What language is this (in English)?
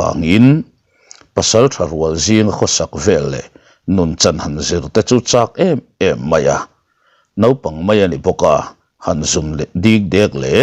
Mizo